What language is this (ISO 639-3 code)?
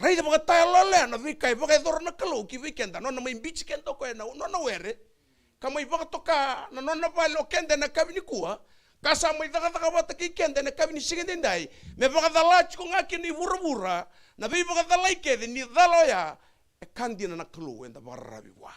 fij